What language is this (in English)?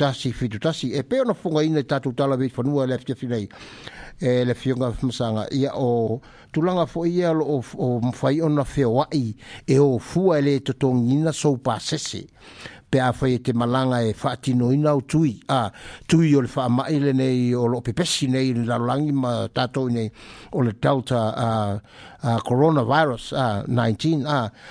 Samoan